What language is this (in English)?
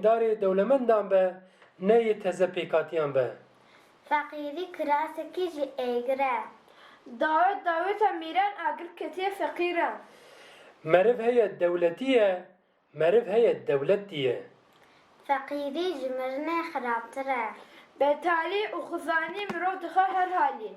Kurdish